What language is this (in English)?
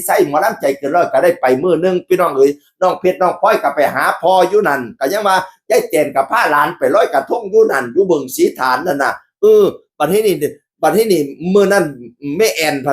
Northeastern Thai